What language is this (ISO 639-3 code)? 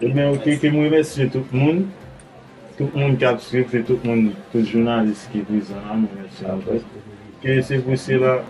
hat